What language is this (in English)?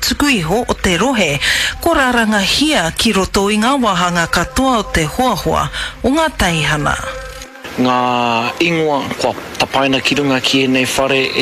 Māori